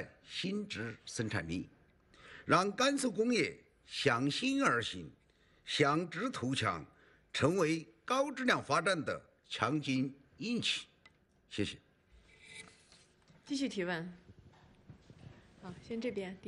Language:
Chinese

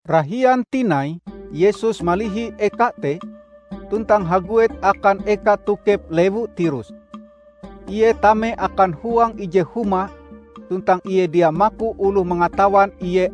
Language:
Ngaju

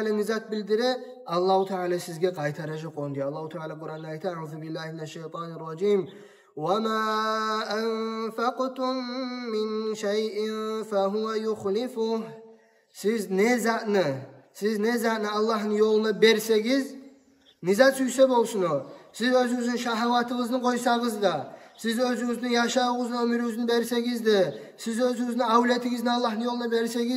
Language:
Kumyk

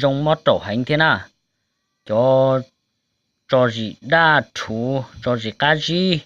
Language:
Hmong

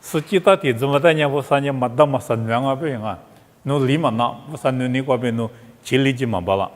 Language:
Lisu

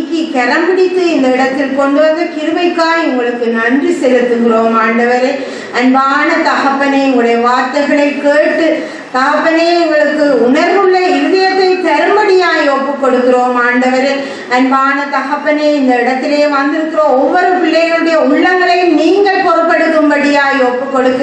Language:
Tamil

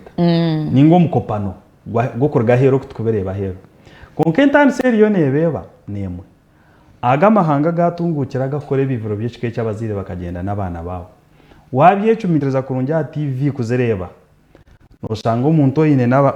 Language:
Nyankole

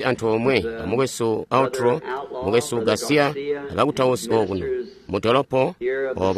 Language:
Tonga (Zambia)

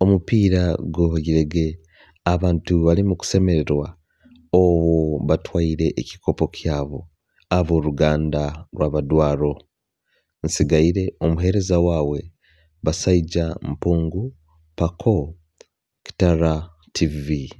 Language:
Nyoro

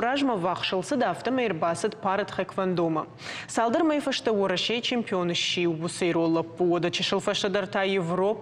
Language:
Ossetic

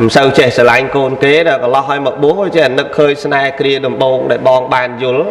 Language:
Khmer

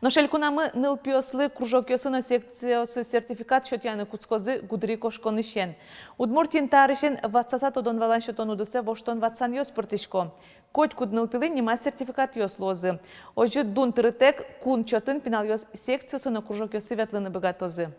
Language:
Udmurt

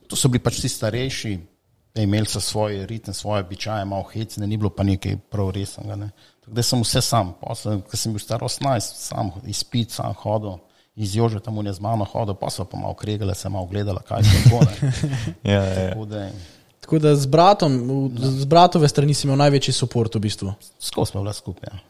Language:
Slovenian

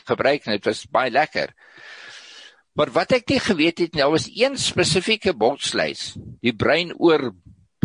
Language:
Afrikaans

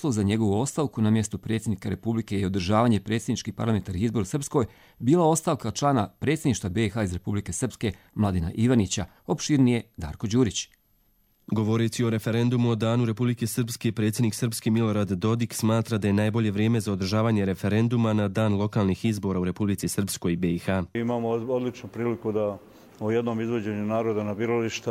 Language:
Croatian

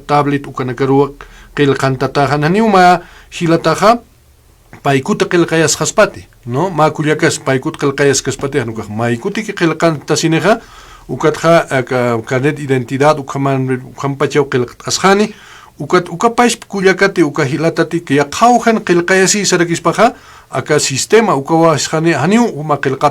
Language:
Aymara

